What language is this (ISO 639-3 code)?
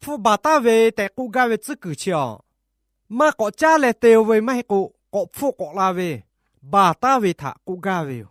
lhu